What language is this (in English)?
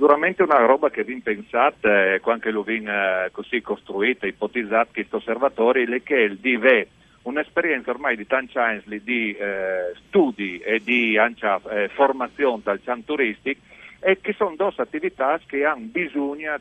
Friulian